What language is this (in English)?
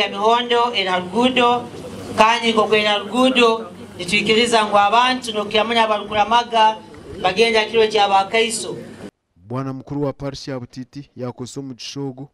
Nyankole